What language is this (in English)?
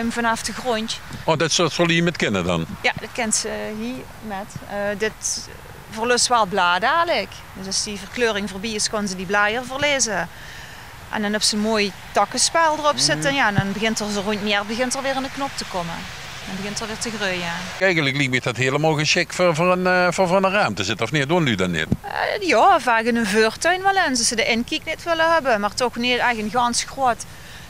Limburgish